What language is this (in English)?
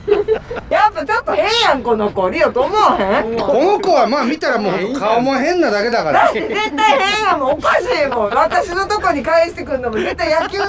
Japanese